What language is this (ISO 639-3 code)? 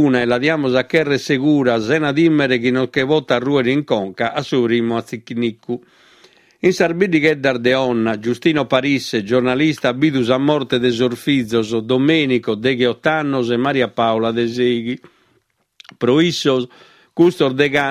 srd